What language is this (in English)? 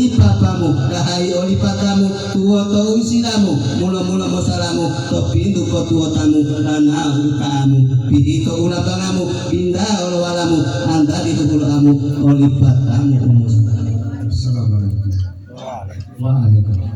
Gorontalo